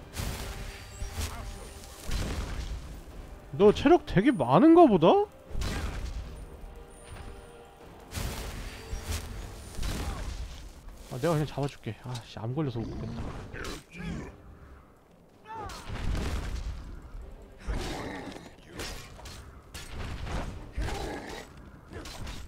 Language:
Korean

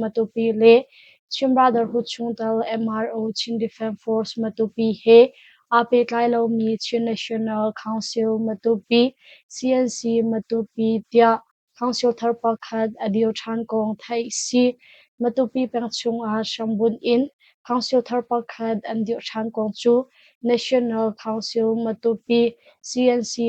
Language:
Hakha Chin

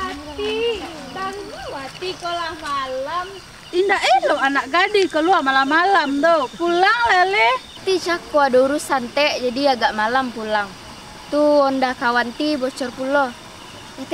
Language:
Minangkabau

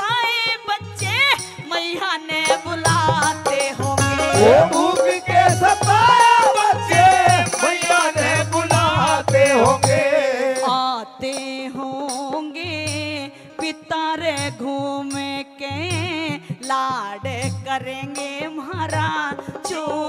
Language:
Haryanvi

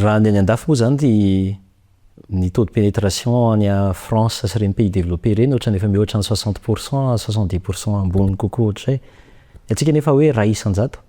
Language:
Malagasy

